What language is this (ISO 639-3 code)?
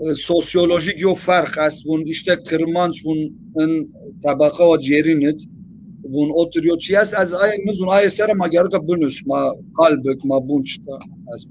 zza